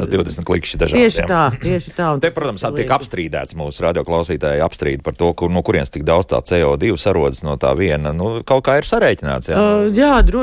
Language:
Latvian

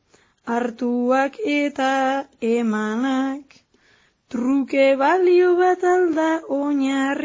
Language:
Basque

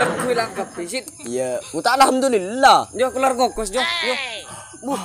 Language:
Madurese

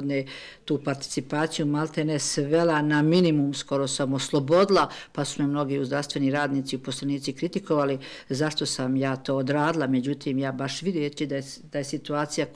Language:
Bosnian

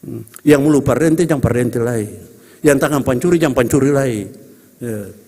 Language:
Ambonese Malay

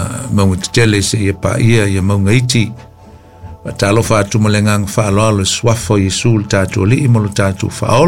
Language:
Samoan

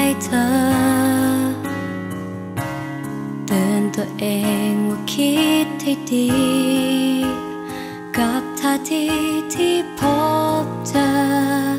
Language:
Thai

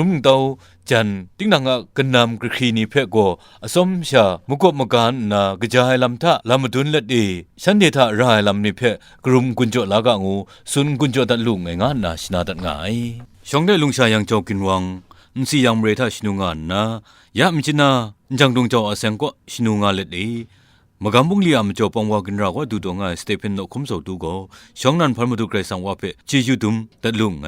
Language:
Kachin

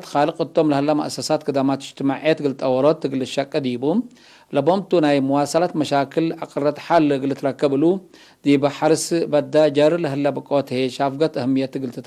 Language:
Tigre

